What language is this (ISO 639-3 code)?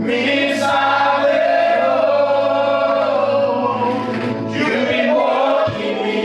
tpi